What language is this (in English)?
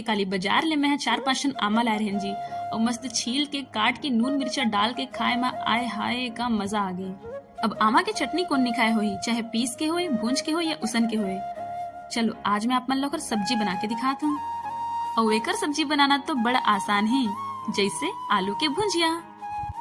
Chhattisgarhi